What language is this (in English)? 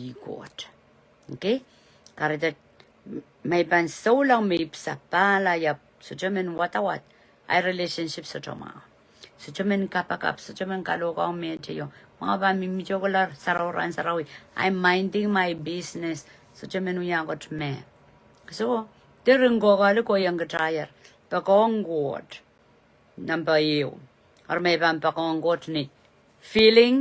Pohnpeian